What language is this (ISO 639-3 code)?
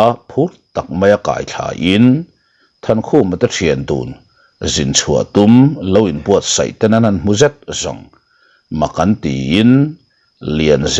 lus